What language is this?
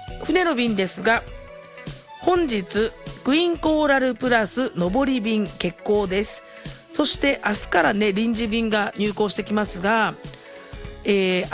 Japanese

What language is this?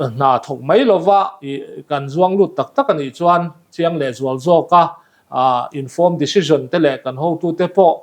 Mizo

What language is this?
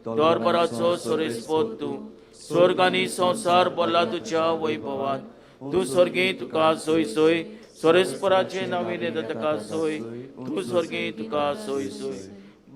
Konkani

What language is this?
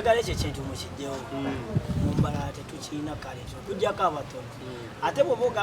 Nyankole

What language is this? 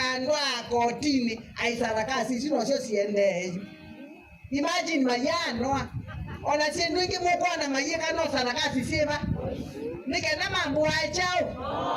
Kamba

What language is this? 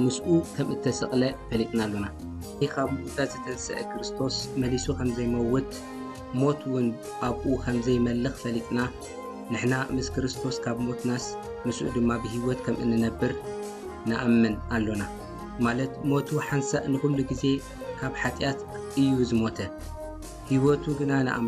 Tigrinya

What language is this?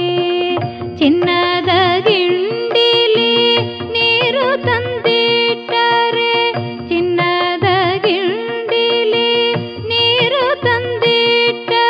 Kannada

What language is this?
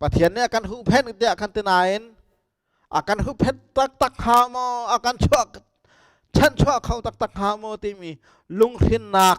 Hakha Chin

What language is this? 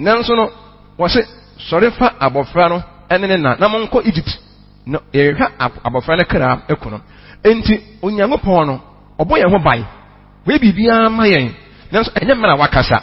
Akan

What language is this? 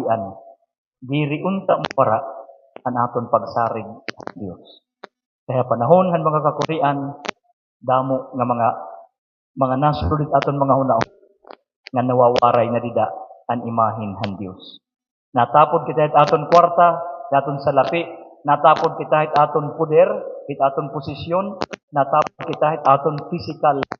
Waray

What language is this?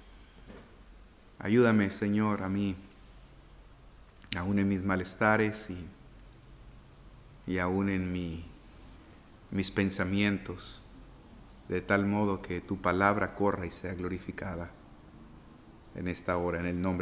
Spanish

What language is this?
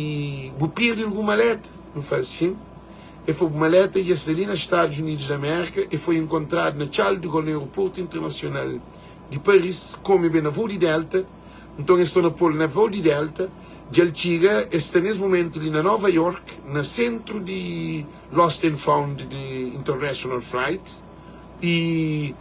Kabuverdianu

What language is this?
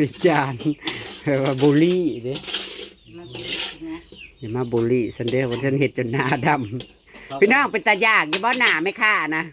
Northeastern Thai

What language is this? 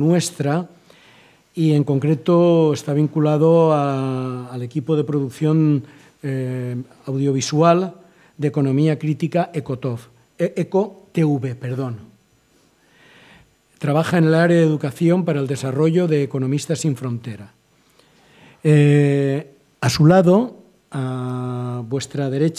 Spanish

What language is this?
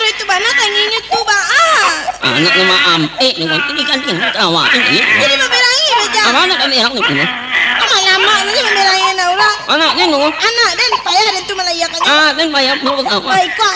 Minangkabau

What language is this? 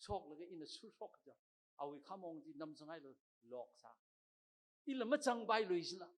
Tangkhul Naga (India)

